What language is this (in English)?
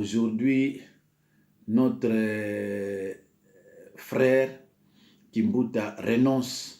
Lingala